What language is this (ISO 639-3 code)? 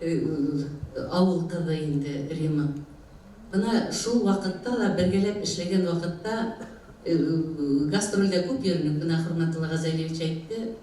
bak